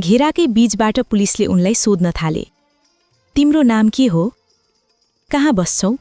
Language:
Nepali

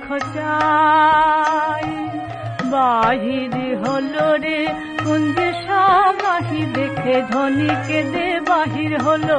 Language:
Bangla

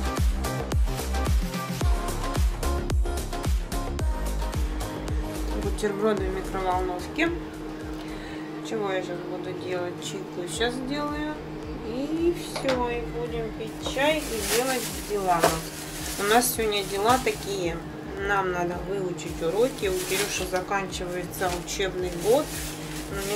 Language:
Russian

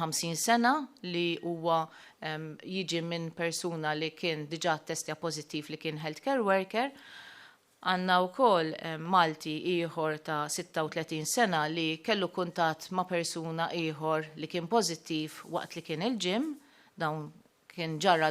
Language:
Maltese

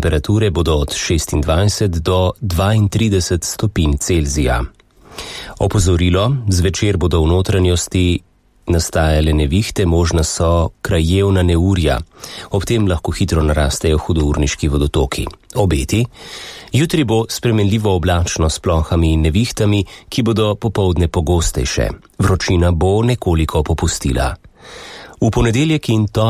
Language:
Slovenian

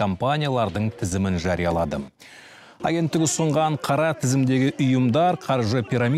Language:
Kazakh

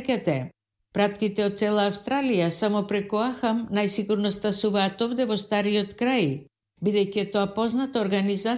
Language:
Macedonian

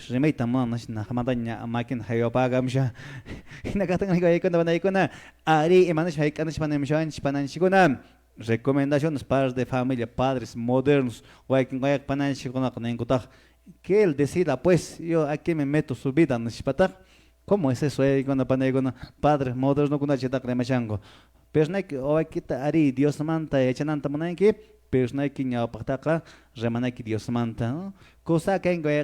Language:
Quechua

